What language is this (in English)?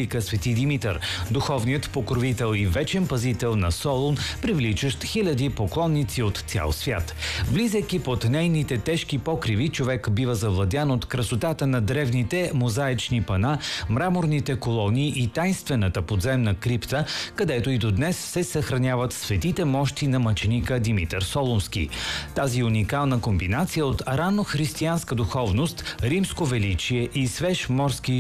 Bulgarian